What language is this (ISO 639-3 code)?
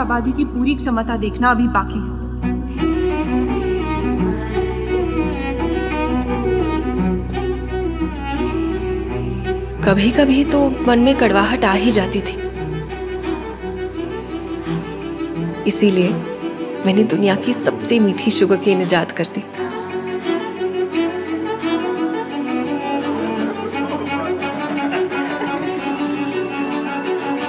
hin